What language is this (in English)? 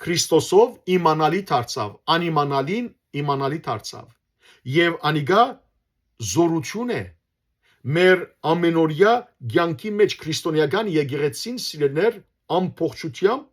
Western Armenian